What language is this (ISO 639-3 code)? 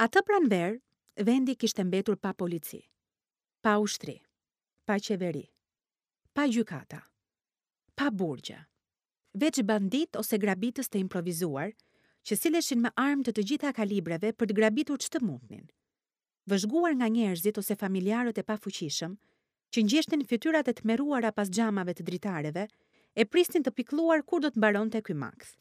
sqi